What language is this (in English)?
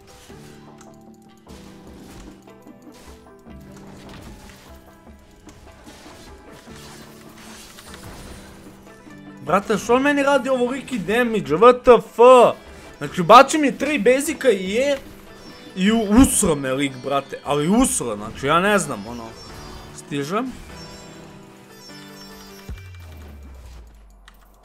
Croatian